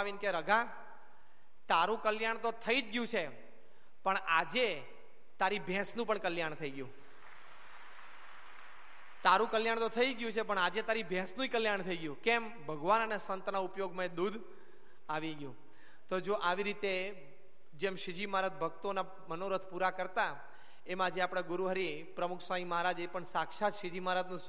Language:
Gujarati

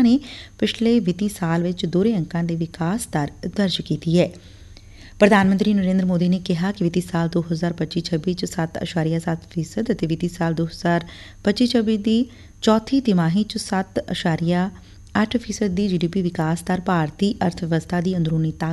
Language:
Punjabi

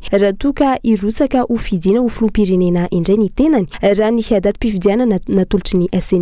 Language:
Malagasy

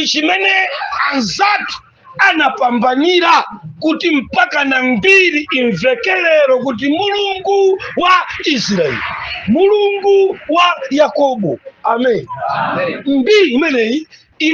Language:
Nyanja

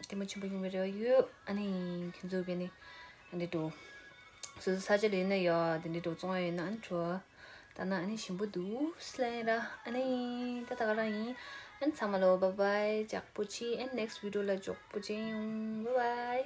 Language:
Tibetan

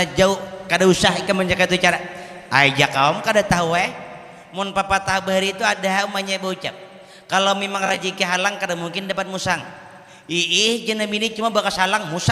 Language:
Banjar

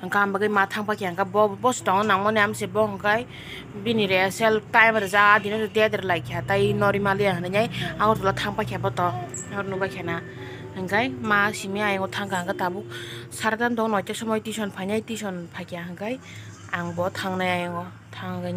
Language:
Kok Borok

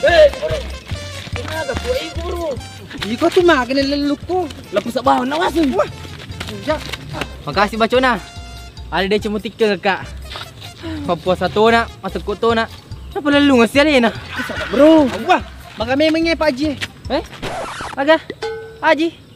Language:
Buginese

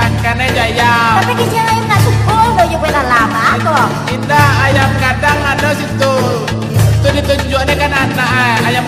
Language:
Minangkabau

